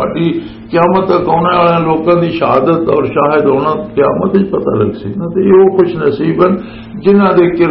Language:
Western Panjabi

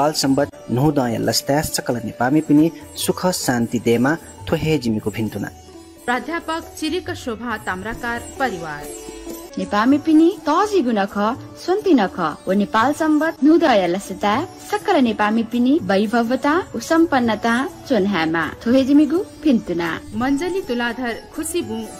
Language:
Newari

